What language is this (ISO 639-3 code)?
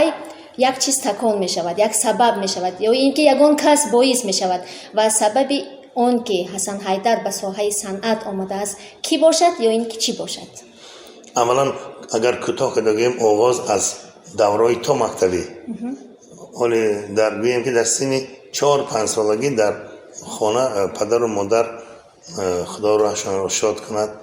tgk